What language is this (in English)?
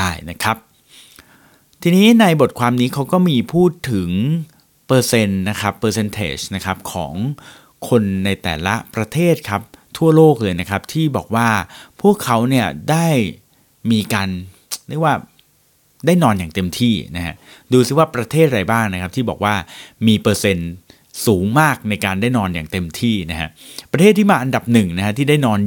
Thai